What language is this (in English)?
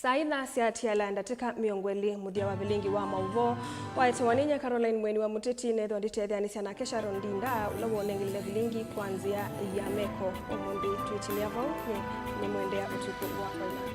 Kamba